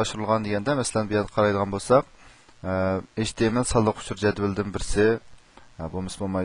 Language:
Uyghur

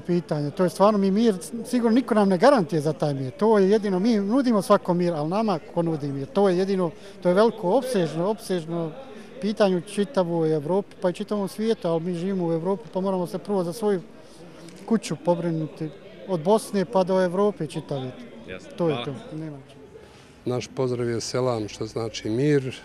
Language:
Bosnian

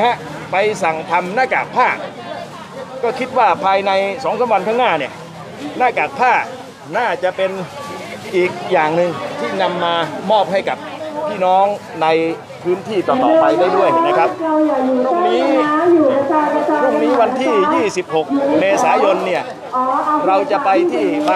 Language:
Thai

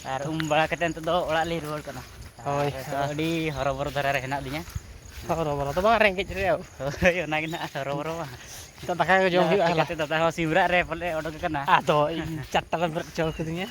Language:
Santali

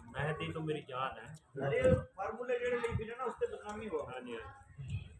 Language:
Saraiki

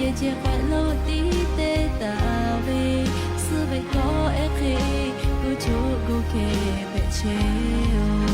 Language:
Lahu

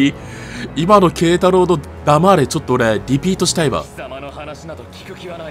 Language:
Japanese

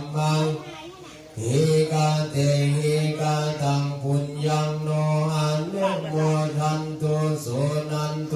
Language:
Pali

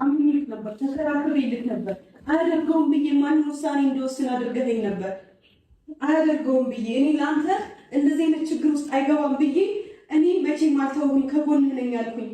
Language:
Amharic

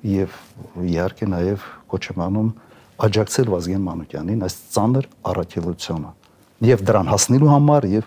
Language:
Armenian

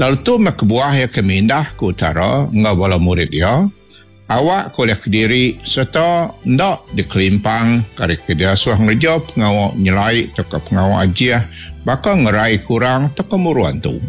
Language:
Iban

